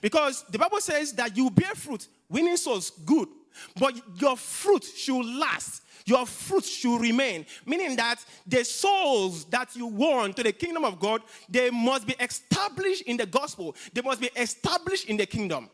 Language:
English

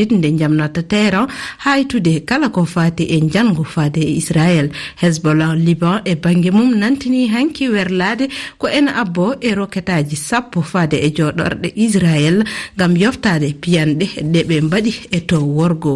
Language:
Fula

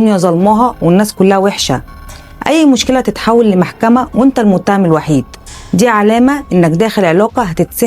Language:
Egyptian Arabic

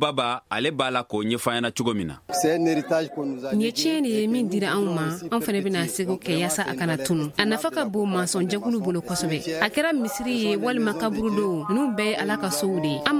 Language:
Bambara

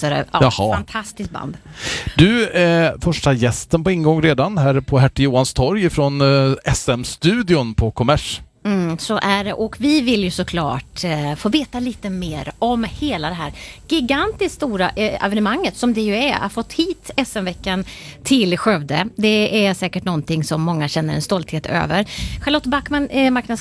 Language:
Swedish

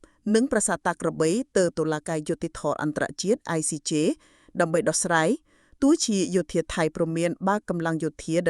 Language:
Khmer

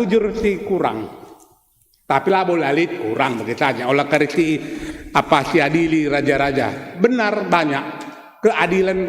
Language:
Batak Karo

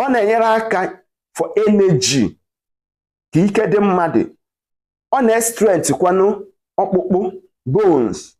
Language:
Igbo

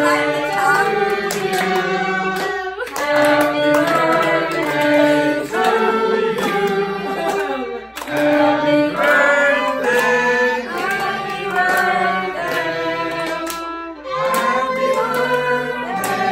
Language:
Vietnamese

